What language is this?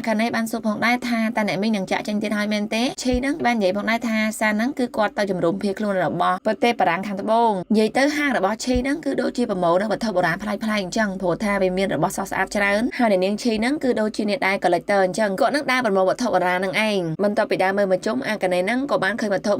Khmer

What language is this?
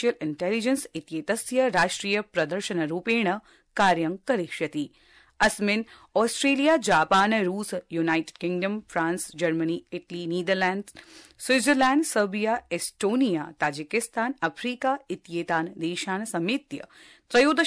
Sanskrit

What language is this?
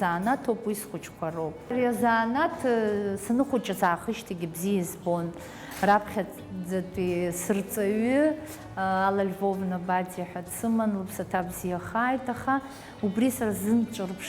Abkhazian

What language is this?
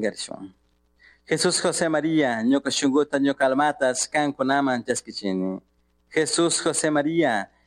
Chimborazo Highland Quichua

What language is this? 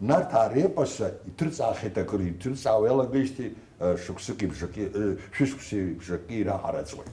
Abkhazian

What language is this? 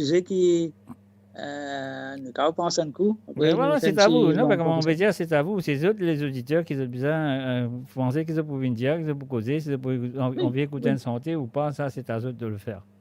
Morisyen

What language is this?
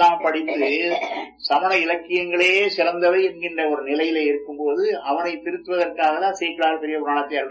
Tamil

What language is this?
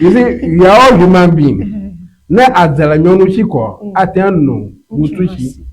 Ewe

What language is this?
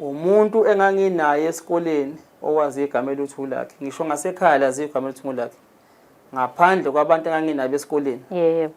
Zulu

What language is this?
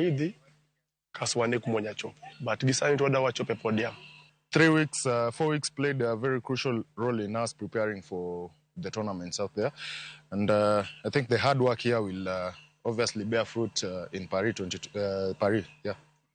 Luo (Kenya and Tanzania)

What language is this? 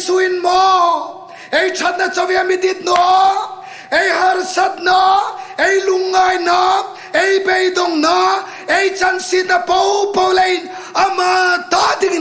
Hmar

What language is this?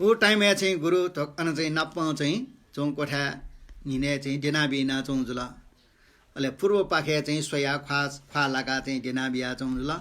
Newari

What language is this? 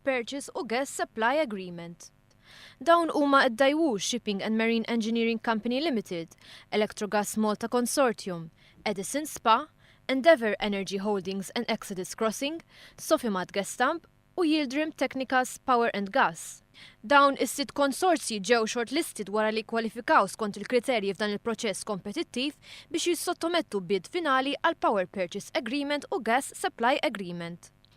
Maltese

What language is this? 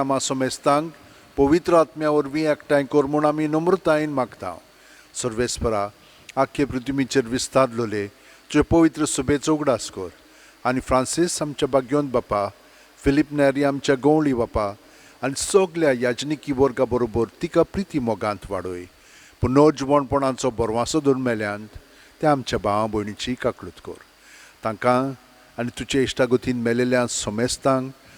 Konkani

